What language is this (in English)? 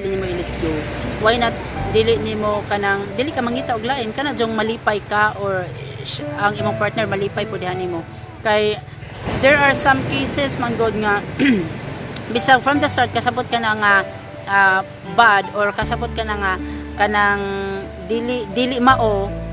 Cebuano